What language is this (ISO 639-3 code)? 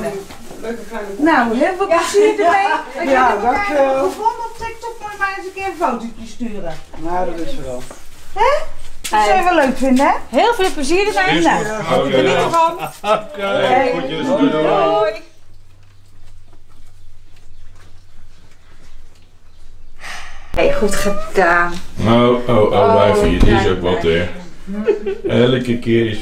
nld